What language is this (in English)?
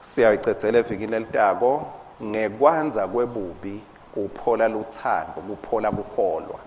Swati